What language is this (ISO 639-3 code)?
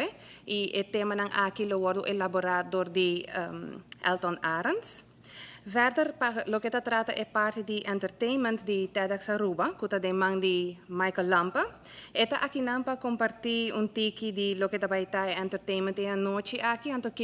pap